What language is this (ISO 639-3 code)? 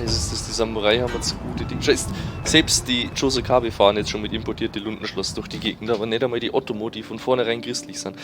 bar